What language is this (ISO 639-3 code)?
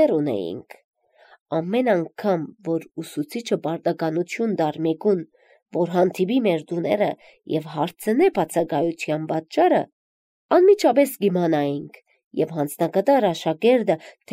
hye